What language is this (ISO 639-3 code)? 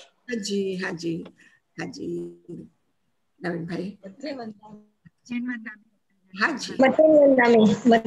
guj